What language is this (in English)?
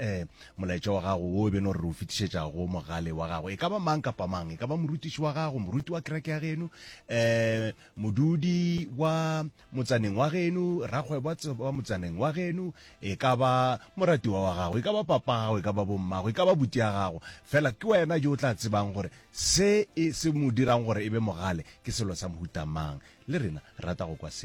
Northern Sotho